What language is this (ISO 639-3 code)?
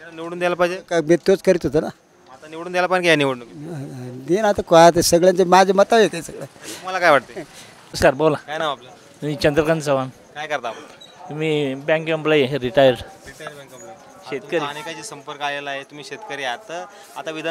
mar